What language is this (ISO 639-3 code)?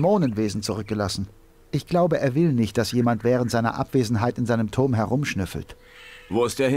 bar